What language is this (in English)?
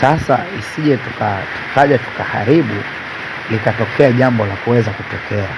Swahili